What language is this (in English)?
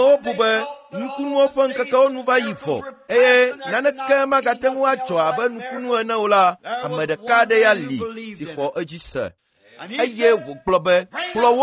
Ewe